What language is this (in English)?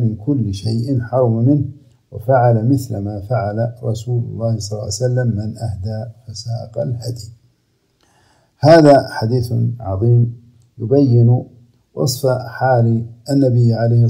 Arabic